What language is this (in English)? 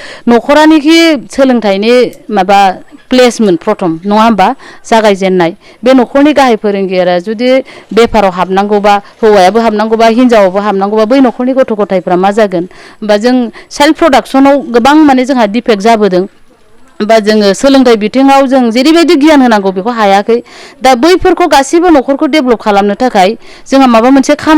Bodo